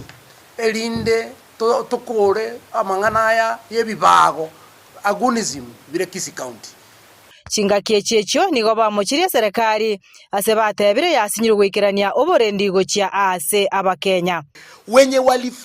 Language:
Gusii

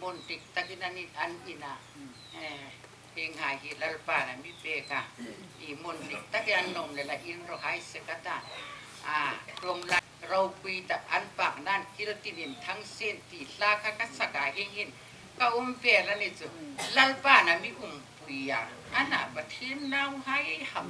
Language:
Hmar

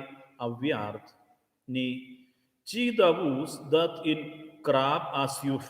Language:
Romansh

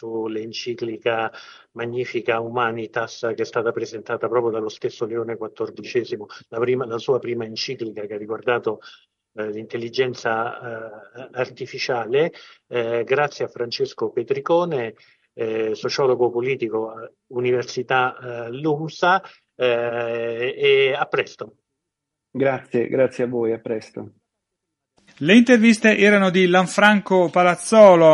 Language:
Italian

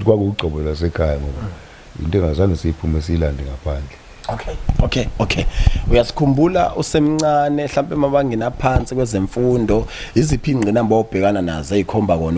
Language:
Zulu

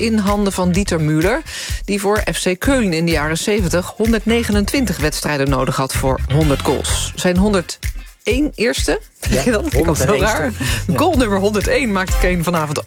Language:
Dutch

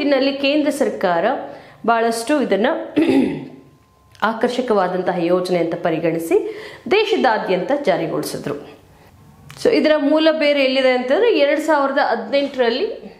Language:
Kannada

